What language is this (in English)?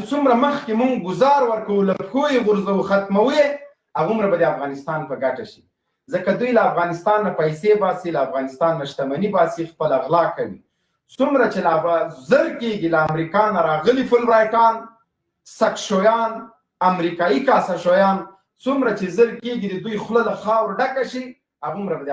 Pashto